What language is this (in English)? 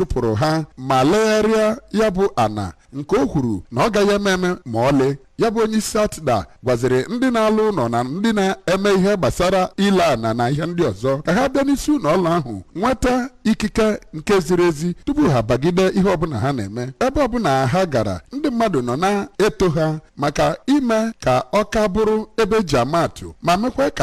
Igbo